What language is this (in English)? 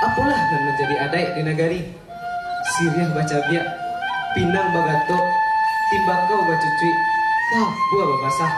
Minangkabau